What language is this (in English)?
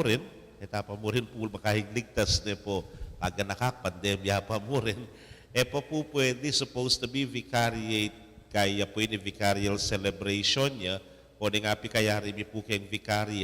Pampanga